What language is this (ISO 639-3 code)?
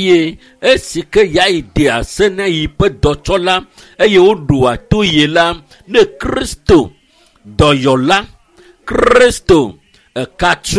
ewe